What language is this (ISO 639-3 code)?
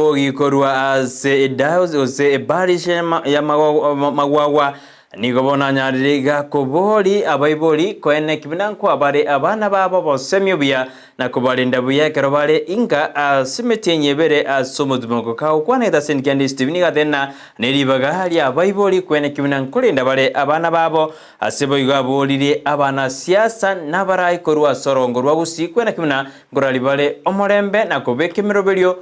guz